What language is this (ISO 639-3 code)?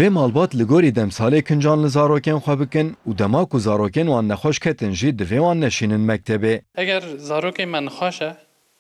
kur